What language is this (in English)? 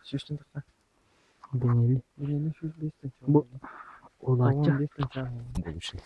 Yakut